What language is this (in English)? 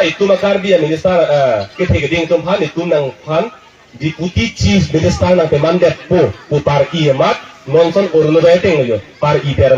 Karbi